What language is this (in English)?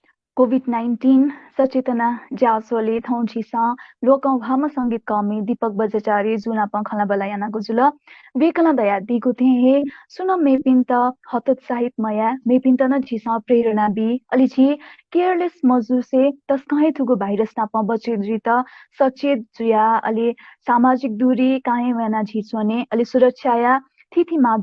Newari